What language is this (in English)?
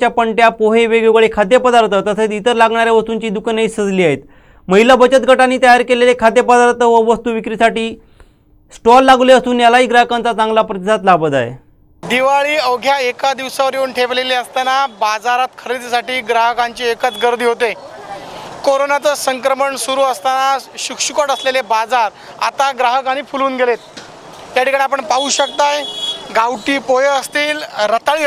Marathi